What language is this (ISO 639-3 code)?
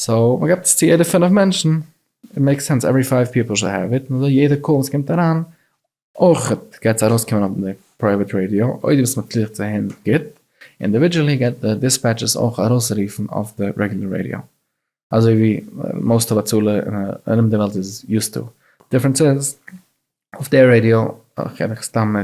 yid